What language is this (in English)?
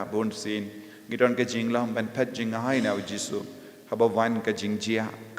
Khasi